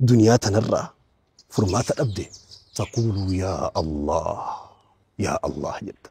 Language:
Oromo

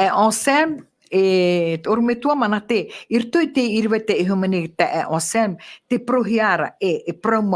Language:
Tahitian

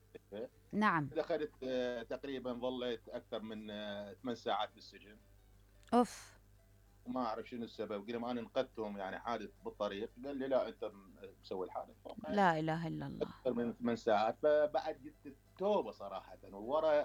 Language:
Mesopotamian Arabic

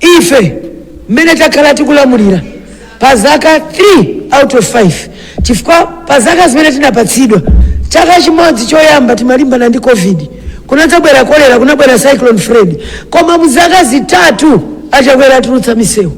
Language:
Nyanja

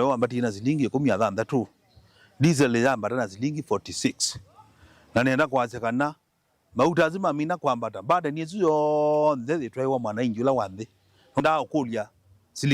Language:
Kamba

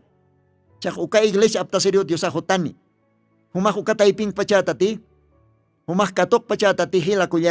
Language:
Aymara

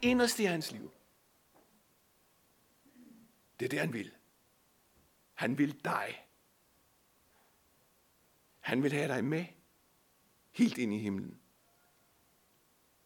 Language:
Danish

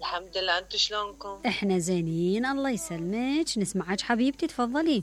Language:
Mesopotamian Arabic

